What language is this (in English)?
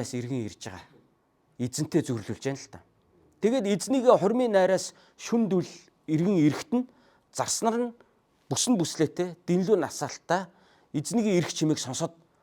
Mongolian